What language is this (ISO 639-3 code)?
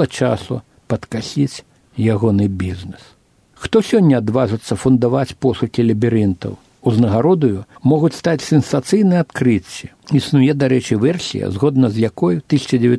bel